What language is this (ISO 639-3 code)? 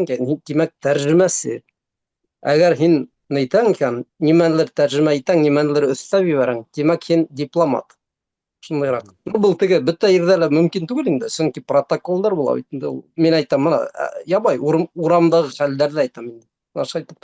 bak